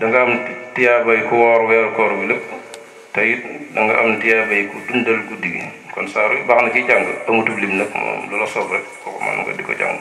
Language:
Wolof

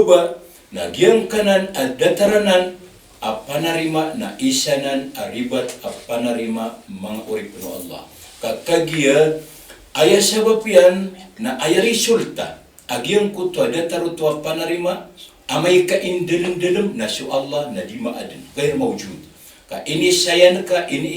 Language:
Maranao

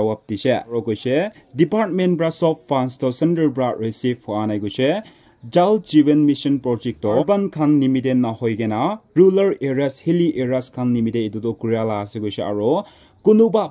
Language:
Naga Pidgin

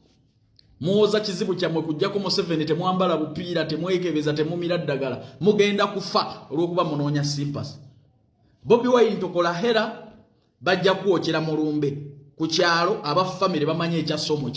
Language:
Ganda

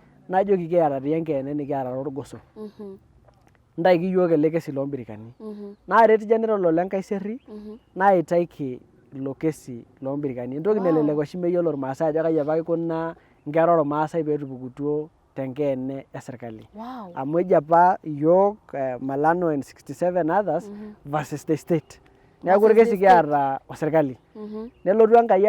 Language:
Masai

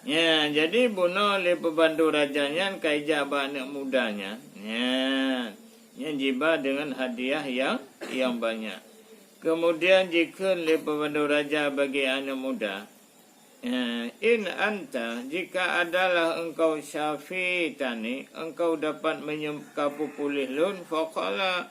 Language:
Achinese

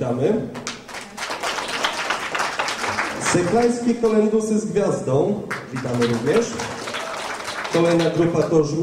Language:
Polish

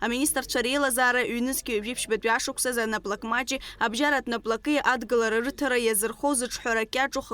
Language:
Abkhazian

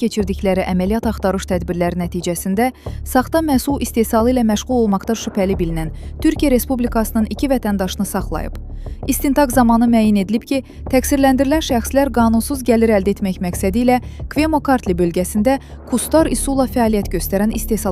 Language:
Azerbaijani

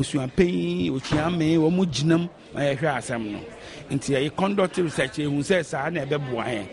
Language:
Akan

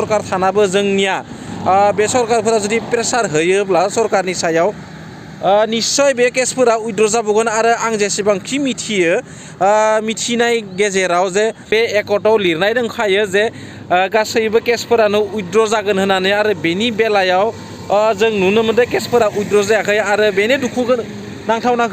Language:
Bodo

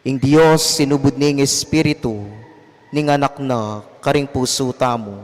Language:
Pampanga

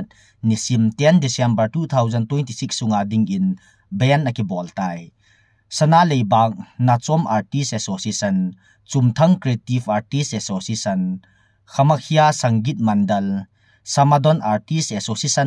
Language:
Thado Chin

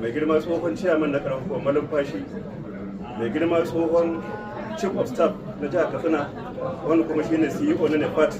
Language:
Hausa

